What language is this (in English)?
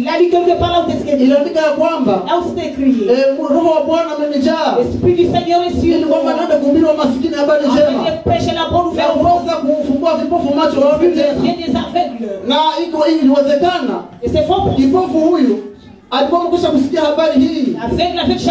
Swahili